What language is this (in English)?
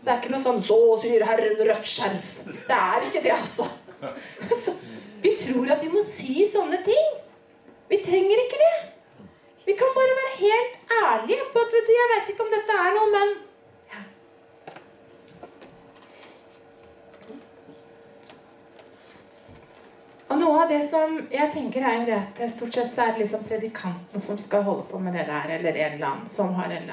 Norwegian